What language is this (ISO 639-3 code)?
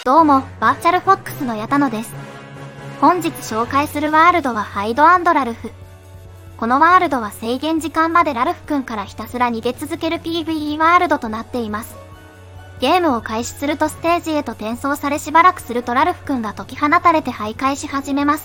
jpn